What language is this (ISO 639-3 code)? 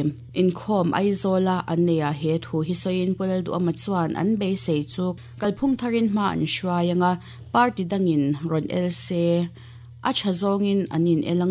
lus